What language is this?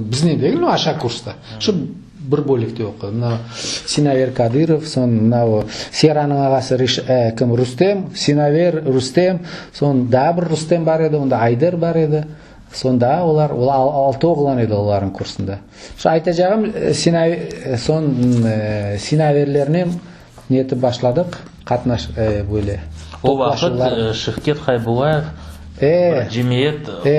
Crimean Tatar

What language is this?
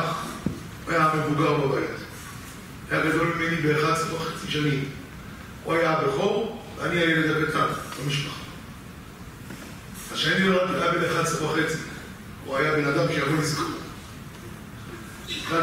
Hebrew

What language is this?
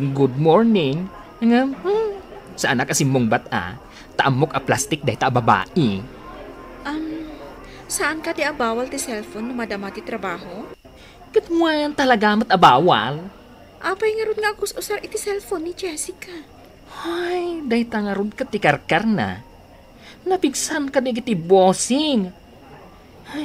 Iloko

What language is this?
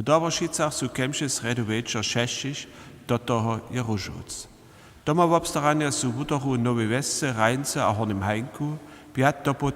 Upper Sorbian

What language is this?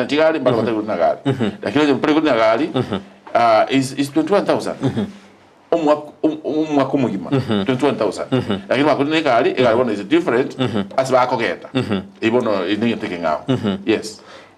Gusii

